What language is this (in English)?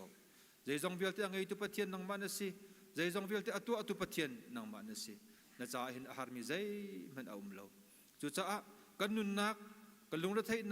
Hakha Chin